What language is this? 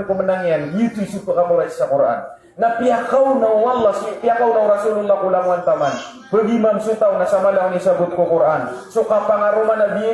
Maranao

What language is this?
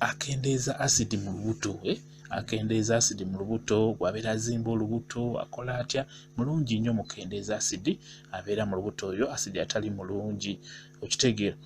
Ganda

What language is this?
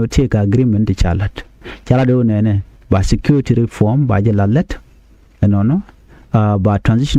Nuer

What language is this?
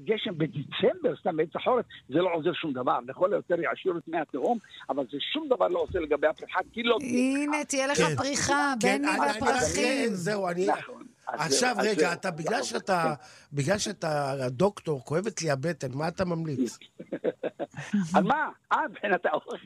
Hebrew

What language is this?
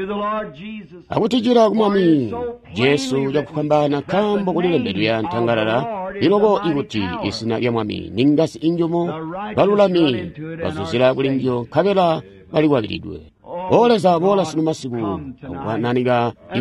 Tonga (Zambia)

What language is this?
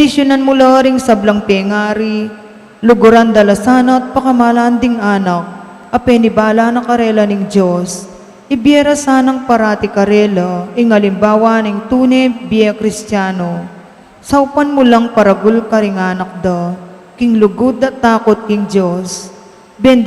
Pampanga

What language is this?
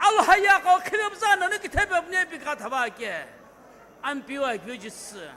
Sumi Naga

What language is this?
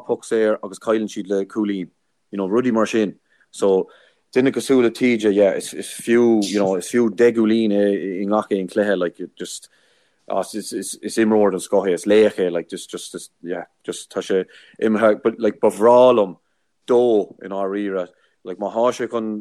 Irish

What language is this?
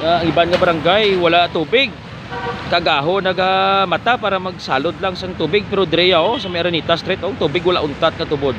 Hiligaynon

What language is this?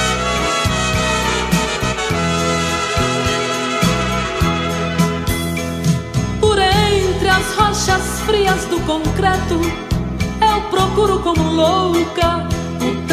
Portuguese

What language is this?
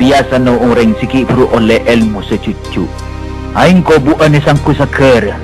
Madurese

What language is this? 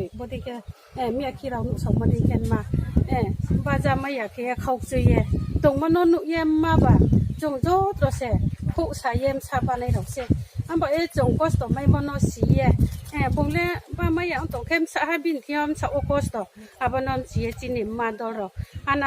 Riang (India)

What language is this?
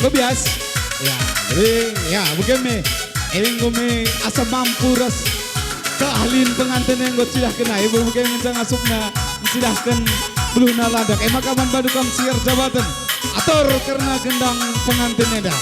Batak Karo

